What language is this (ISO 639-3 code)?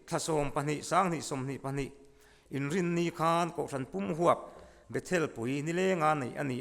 lus